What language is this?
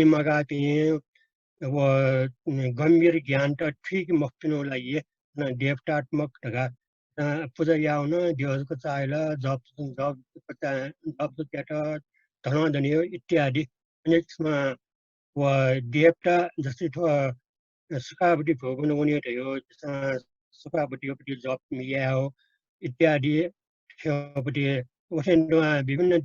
Newari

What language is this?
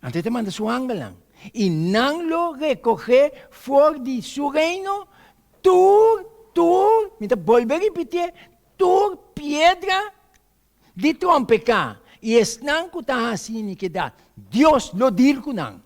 Papiamento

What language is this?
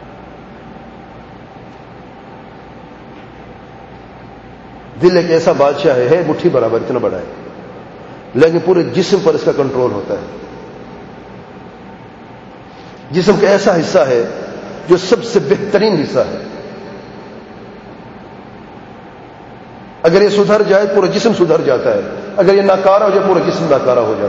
Urdu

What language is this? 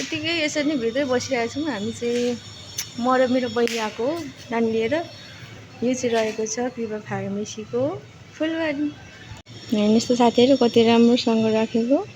Nepali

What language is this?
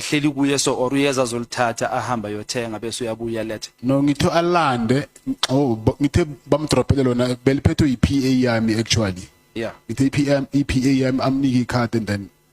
Zulu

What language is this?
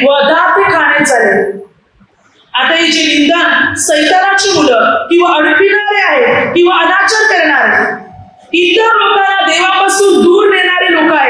Marathi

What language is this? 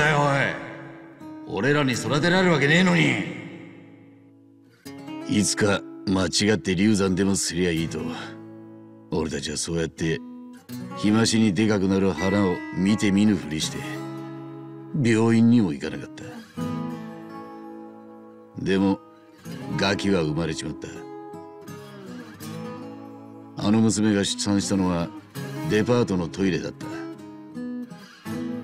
Japanese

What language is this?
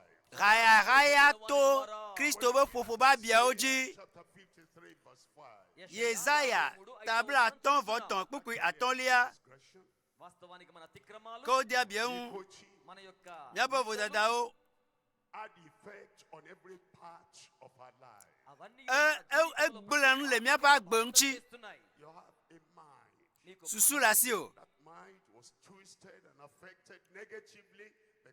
Ewe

